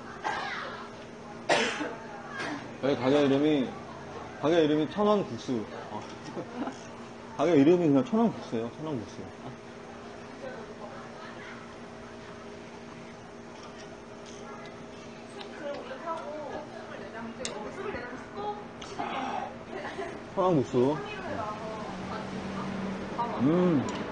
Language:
Korean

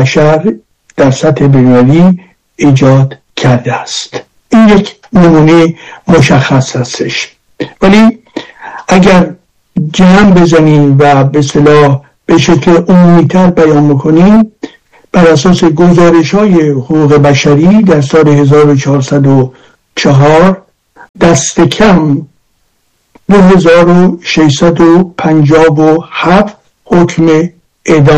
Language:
Persian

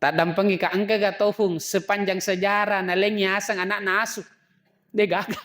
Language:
Buginese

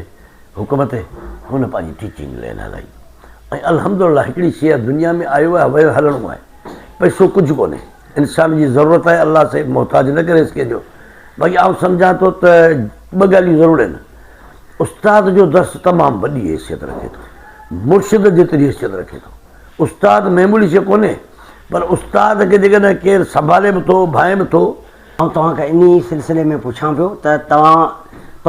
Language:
Sindhi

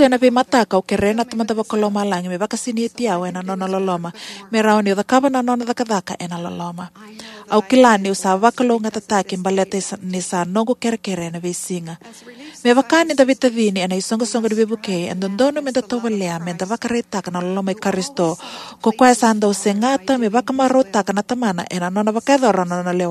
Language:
Fijian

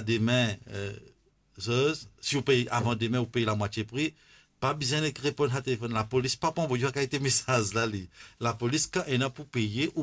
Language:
Morisyen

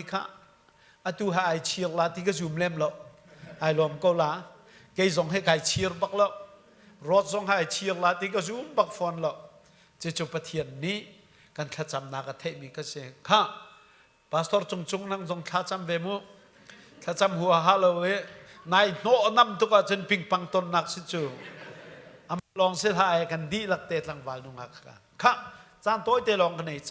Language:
Hakha Chin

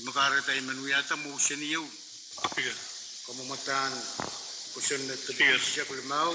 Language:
Pohnpeian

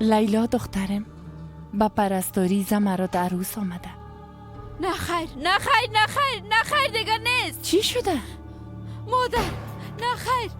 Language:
Persian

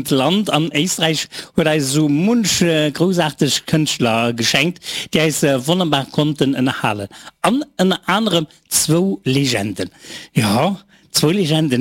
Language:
Luxembourgish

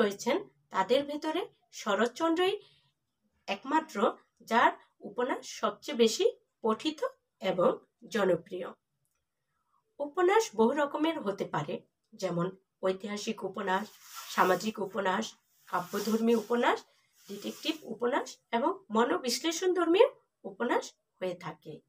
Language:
Bangla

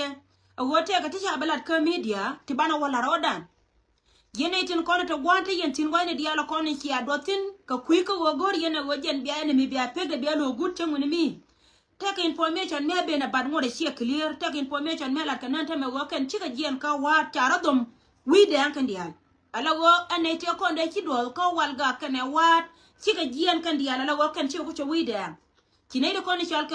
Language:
Nuer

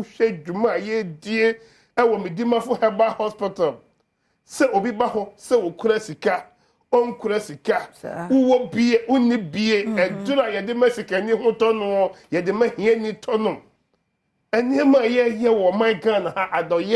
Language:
Akan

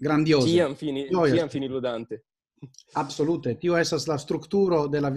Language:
Esperanto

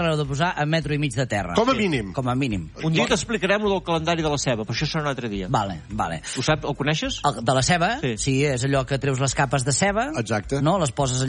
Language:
Catalan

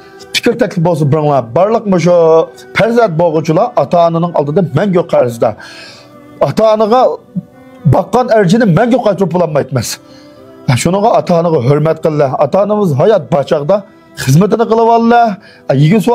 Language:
Uyghur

